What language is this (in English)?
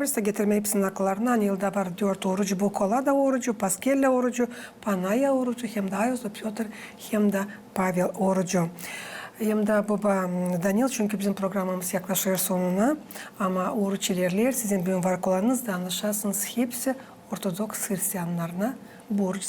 Gagauz